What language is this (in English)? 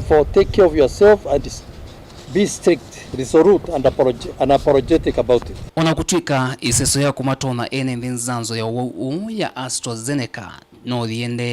Kamba